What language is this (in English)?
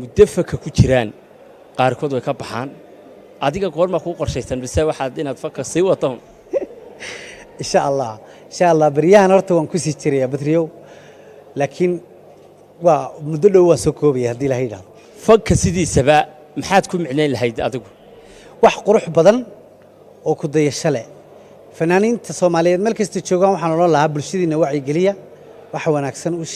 Somali